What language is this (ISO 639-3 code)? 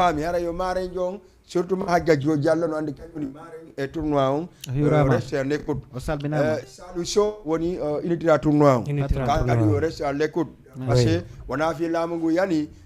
ful